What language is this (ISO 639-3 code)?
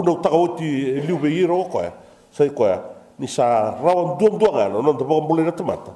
fij